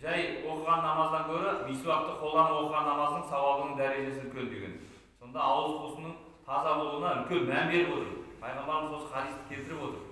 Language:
Kazakh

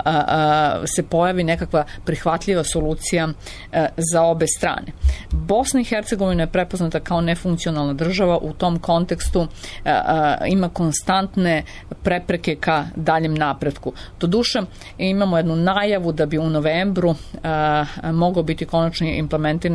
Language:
Serbian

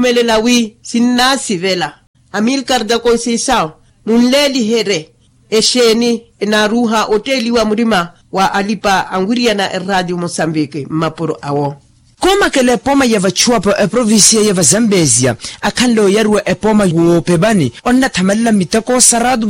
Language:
Makhuwa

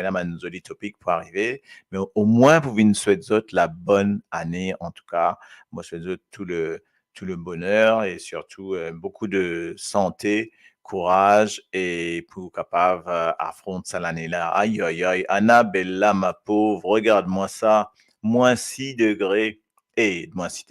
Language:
Morisyen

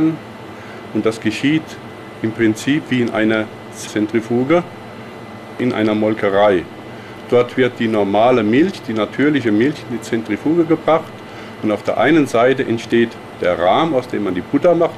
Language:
German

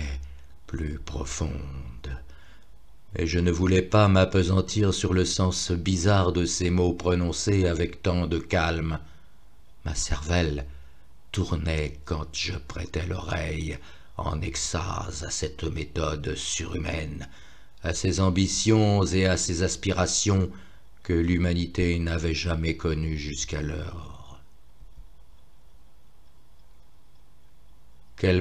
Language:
French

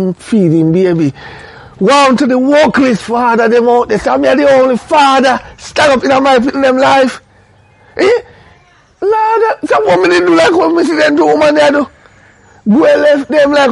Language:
Jamaican Creole English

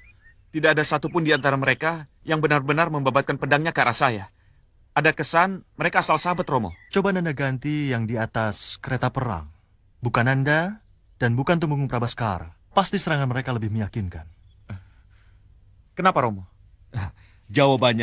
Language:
Indonesian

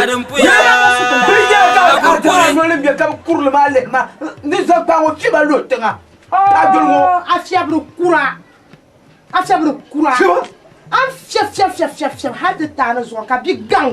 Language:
Dagbani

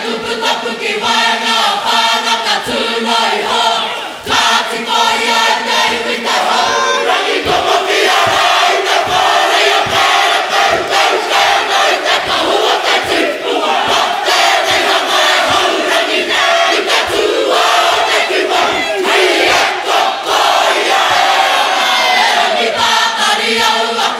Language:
Māori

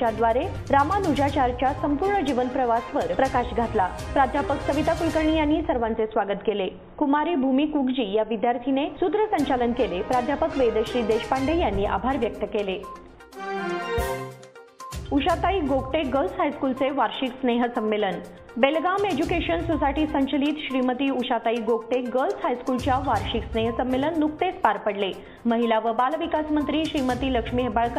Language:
Marathi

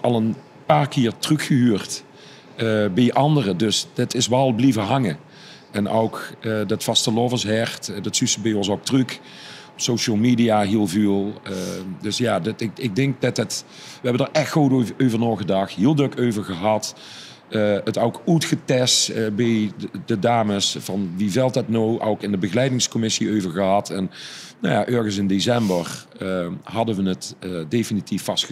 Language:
Limburgish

